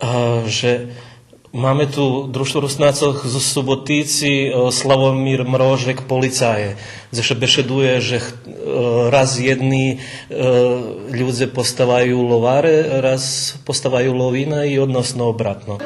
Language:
Rusyn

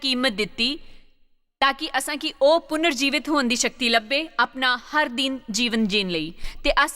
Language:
Dogri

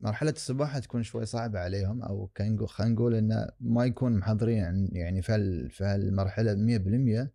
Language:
Gulf Arabic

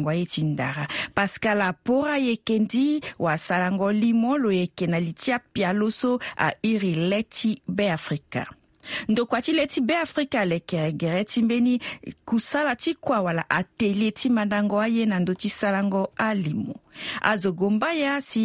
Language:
Sango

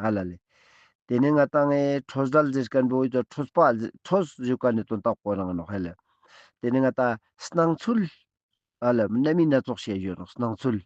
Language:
Ladakhi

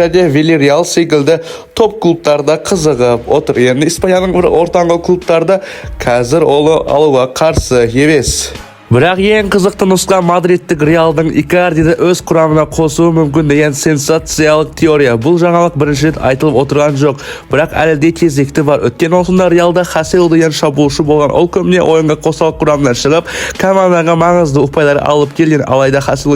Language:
Kazakh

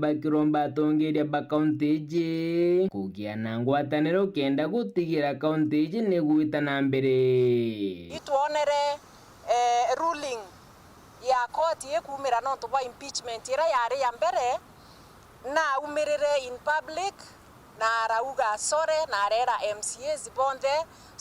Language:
Meru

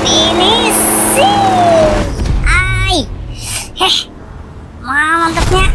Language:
Banjar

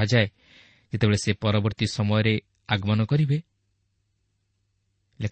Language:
Odia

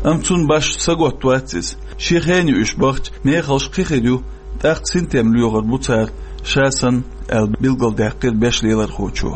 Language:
Chechen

